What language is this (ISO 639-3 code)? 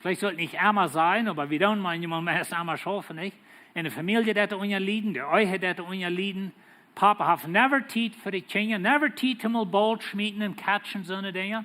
pdt